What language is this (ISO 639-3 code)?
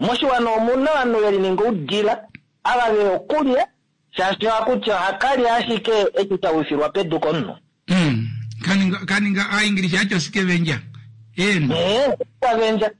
kua